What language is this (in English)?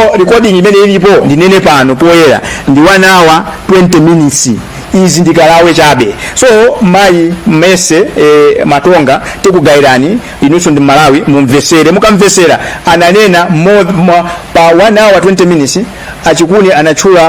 Nyanja